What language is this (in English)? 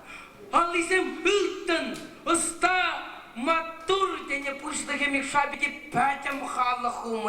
Chuvash